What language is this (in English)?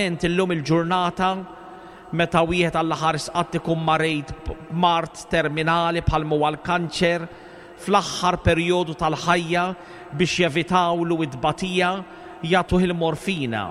Maltese